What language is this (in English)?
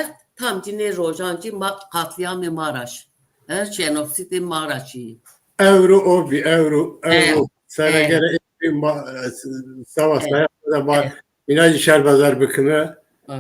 Zaza